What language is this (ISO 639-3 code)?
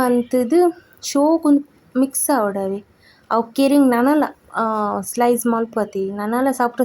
tcy